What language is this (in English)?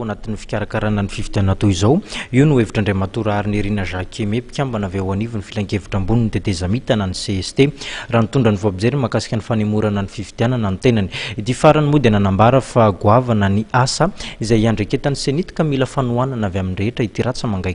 Malagasy